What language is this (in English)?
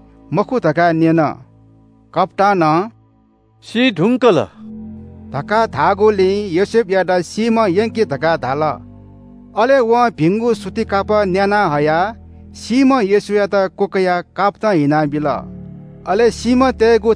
Newari